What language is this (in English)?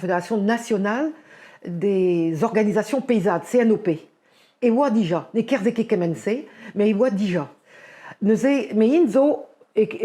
Breton